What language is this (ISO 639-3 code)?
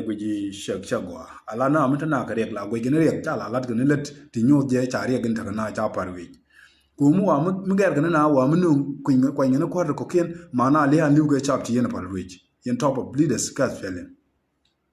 nus